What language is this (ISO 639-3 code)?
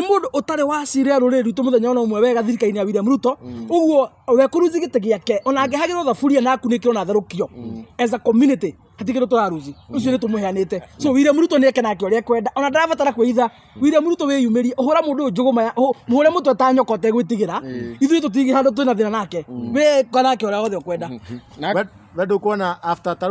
kik